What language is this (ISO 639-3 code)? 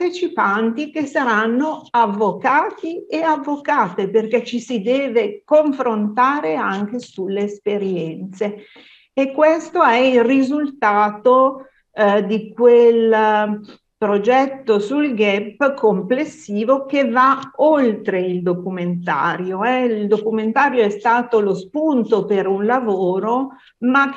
ita